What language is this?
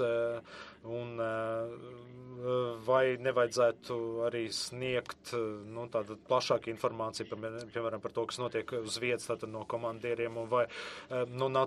Latvian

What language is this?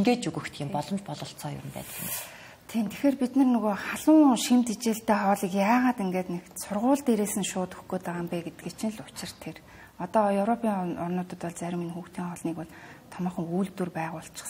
Mongolian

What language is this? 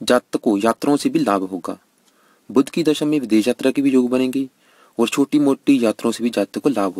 Hindi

